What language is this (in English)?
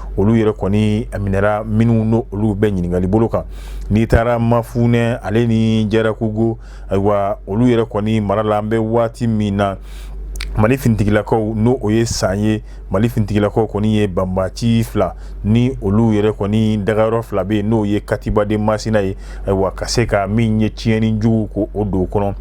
Bambara